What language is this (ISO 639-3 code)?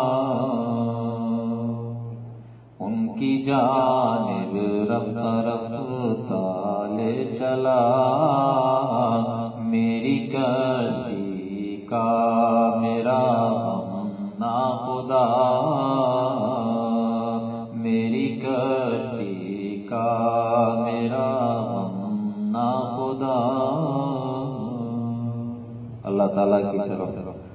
urd